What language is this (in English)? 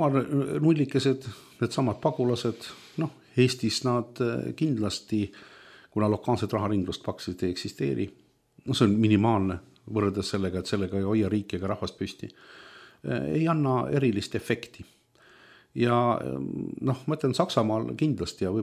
Estonian